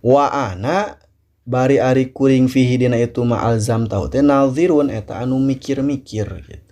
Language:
Sundanese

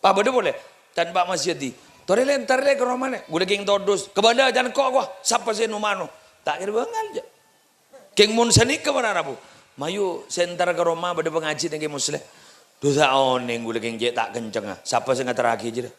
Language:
Madurese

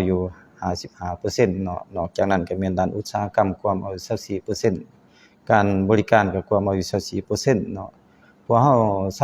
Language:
Lao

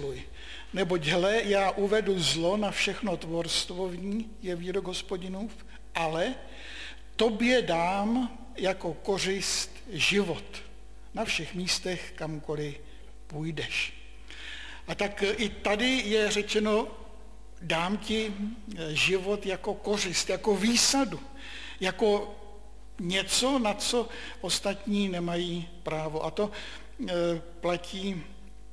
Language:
Czech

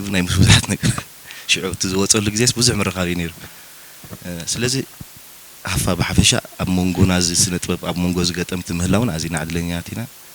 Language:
Tigrinya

